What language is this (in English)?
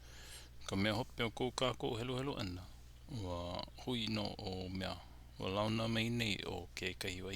Hawaiian